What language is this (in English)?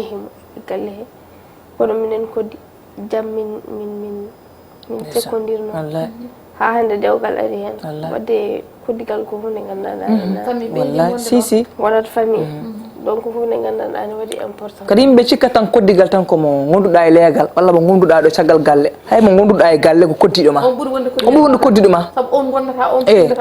Fula